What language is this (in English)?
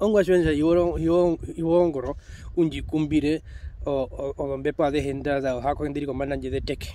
Herero